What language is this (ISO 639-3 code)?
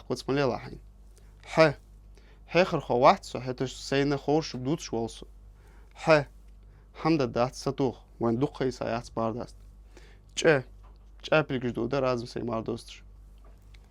inh